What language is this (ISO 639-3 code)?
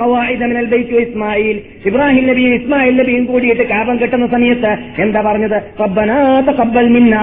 mal